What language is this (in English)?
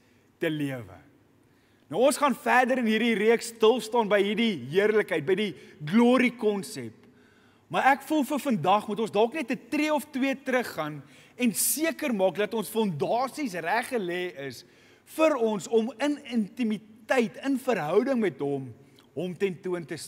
Afrikaans